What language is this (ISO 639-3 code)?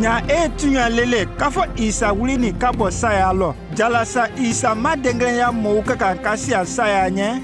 mku